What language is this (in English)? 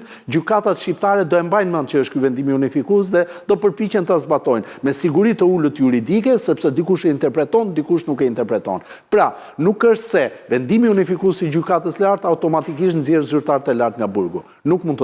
Albanian